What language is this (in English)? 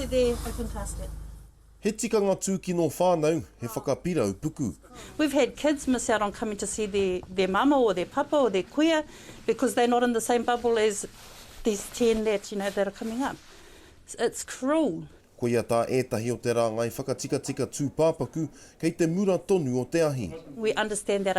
Māori